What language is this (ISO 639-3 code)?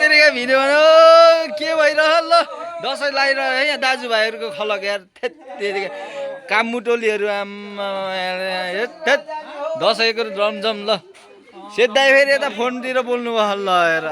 nep